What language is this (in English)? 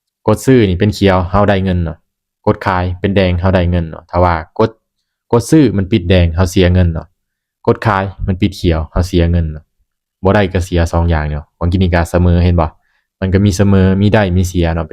Lao